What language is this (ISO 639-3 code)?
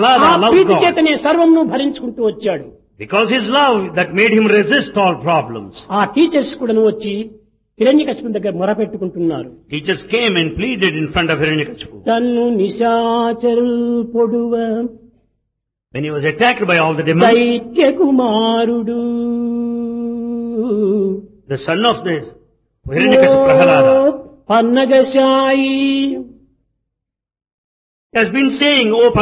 tel